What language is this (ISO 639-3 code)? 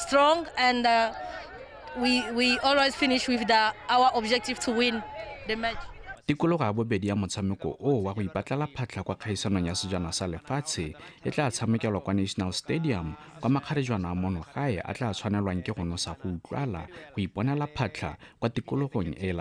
tsn